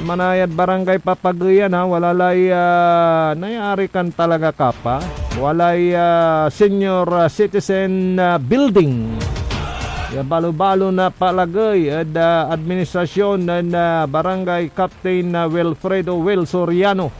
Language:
Pangasinan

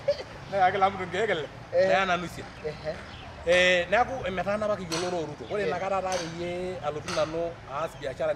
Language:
Masai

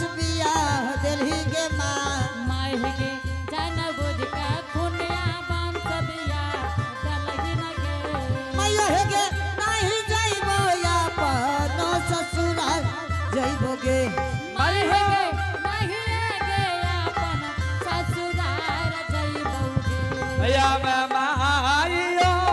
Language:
Angika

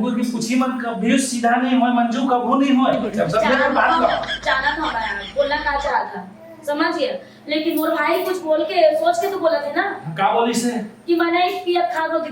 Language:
Chhattisgarhi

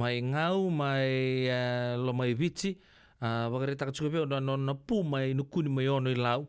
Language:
Fijian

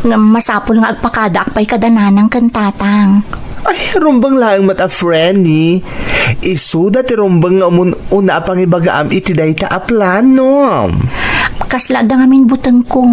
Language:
Iloko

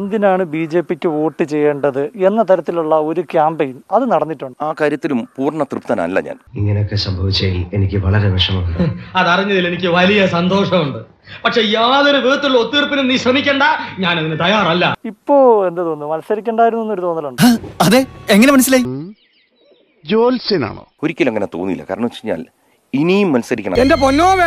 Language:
Malayalam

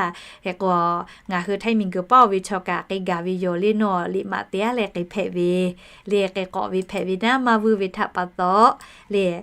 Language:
Lahu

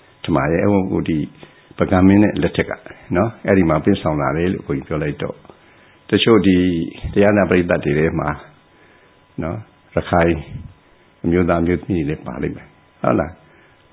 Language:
Burmese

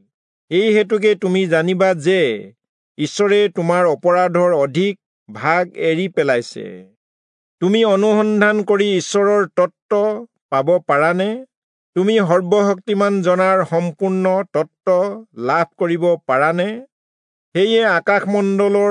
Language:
Assamese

